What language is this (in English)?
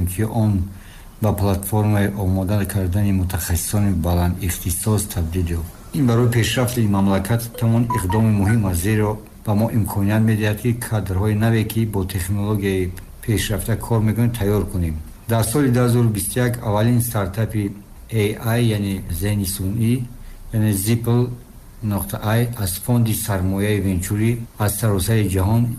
Persian